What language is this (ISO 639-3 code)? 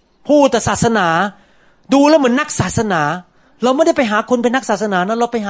tha